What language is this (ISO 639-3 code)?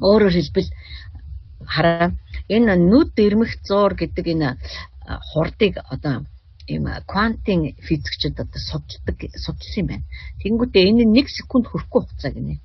mon